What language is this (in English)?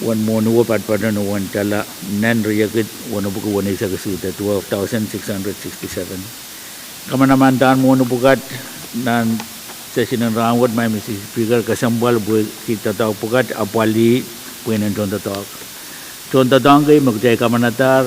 Pohnpeian